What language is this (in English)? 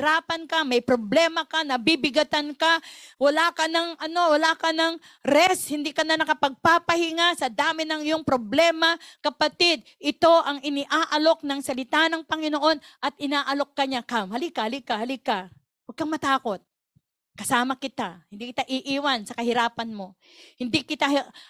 Filipino